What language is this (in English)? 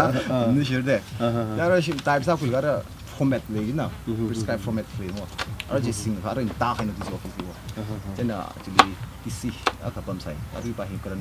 Tangkhul Naga (India)